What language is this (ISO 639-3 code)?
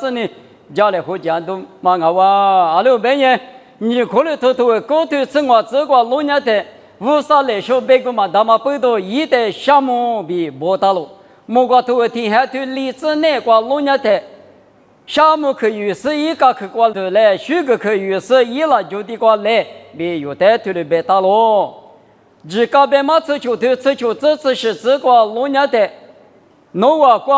lis